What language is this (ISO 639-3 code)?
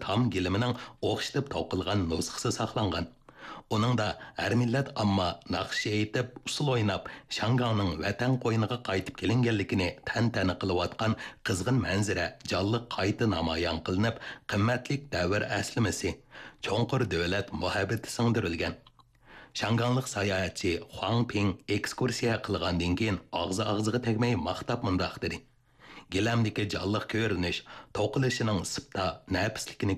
uig